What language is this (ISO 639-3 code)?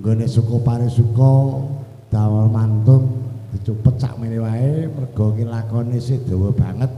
jav